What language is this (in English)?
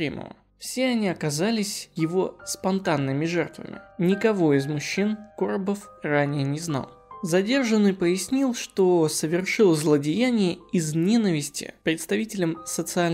Russian